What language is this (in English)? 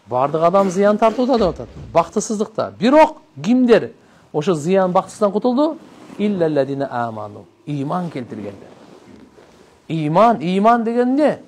Kyrgyz